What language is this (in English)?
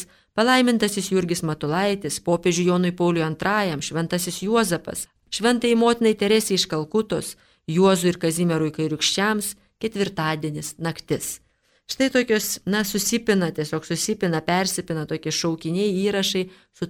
Lithuanian